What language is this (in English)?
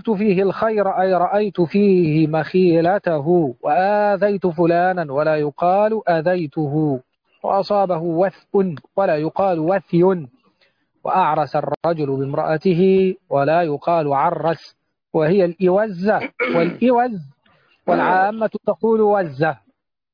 Arabic